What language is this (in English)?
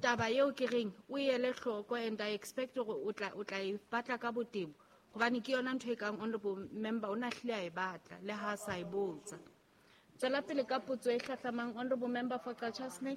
Southern Sotho